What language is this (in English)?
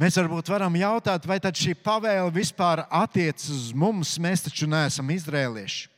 Latvian